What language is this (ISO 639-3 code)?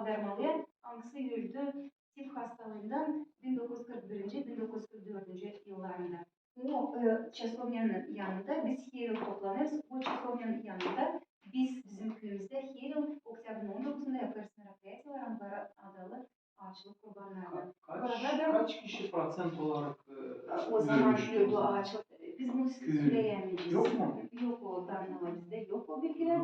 gag